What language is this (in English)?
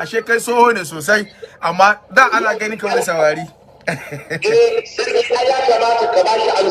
Hausa